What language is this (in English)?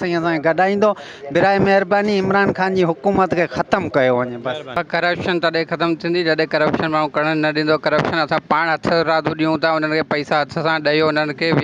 Sindhi